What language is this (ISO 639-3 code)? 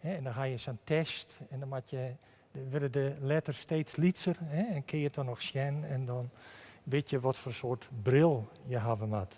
fry